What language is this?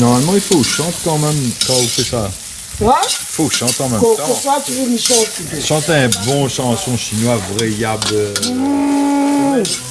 Réunion Creole French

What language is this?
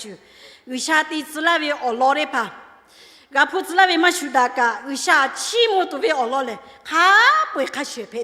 Lahu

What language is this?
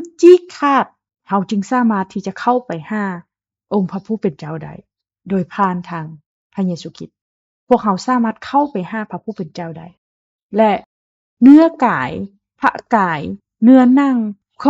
Lao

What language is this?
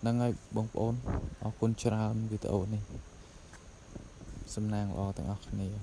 Khmer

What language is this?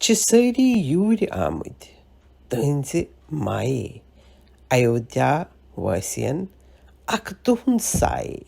Kashmiri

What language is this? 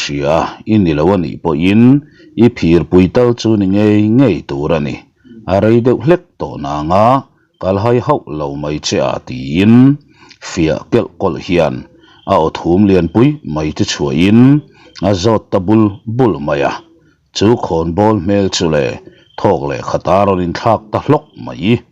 Mizo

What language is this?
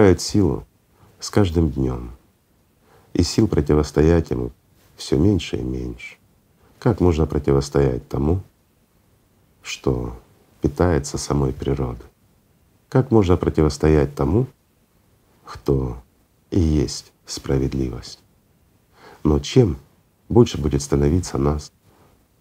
Russian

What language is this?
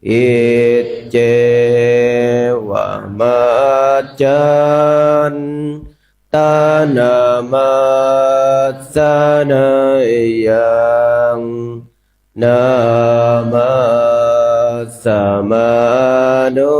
Pali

